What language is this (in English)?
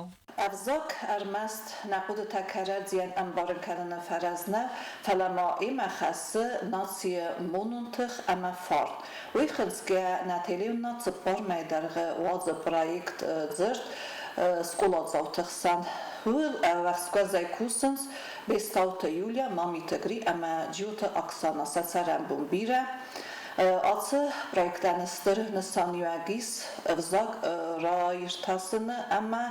Ossetic